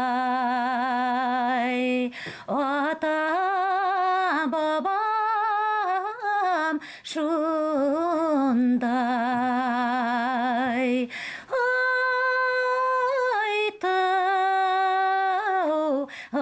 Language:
Bashkir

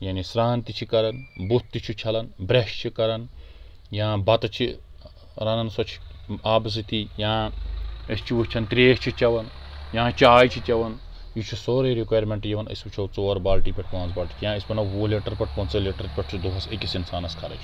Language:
Kashmiri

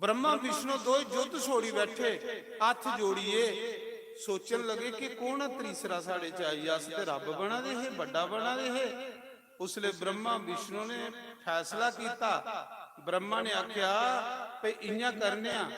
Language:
Dogri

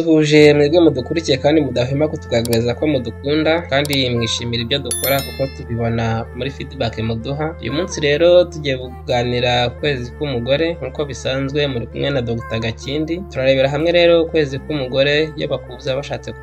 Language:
Kinyarwanda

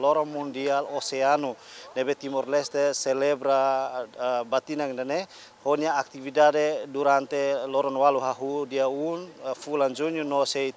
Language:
Tetum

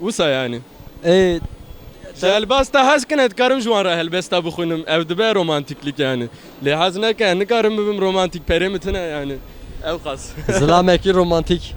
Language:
Kurdish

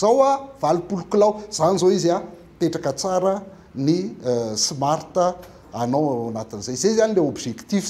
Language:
Malagasy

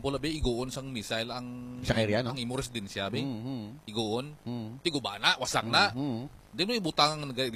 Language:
Hiligaynon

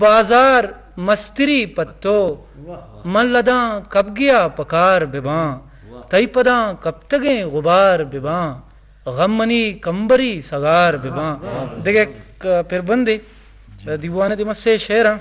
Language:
Eastern Balochi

